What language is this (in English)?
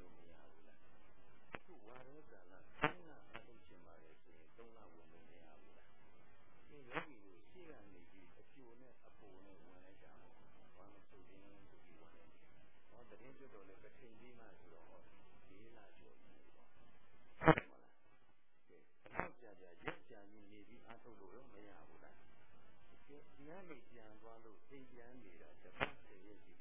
Burmese